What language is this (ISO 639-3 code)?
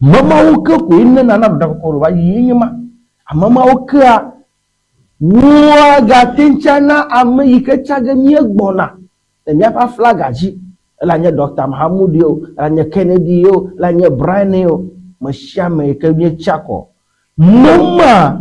ewe